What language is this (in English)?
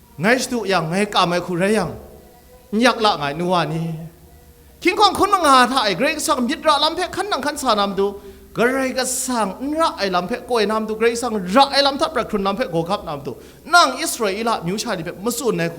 Kachin